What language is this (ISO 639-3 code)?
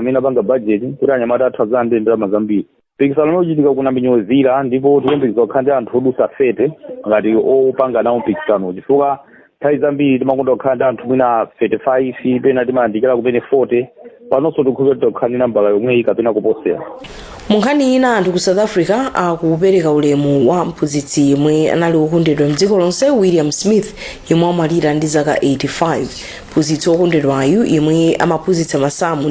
nya